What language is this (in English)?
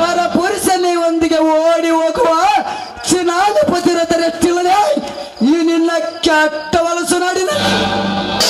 Kannada